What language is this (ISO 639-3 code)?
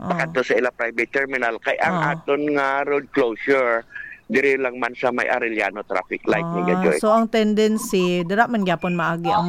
hil